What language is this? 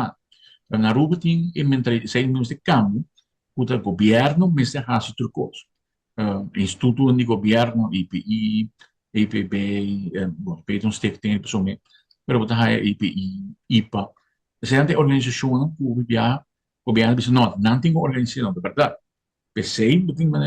Papiamento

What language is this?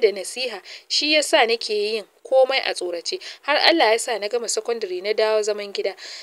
Hausa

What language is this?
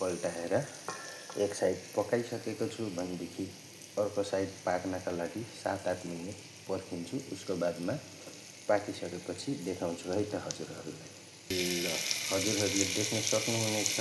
Nepali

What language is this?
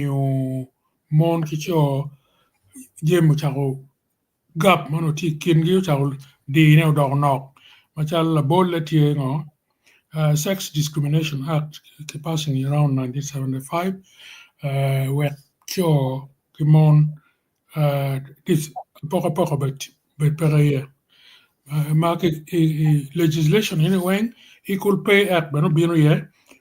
Acoli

